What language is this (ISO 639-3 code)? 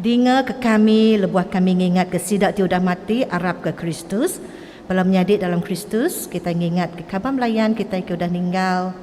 iba